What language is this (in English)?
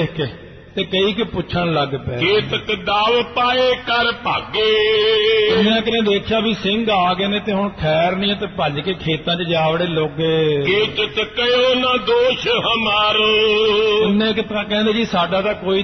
Punjabi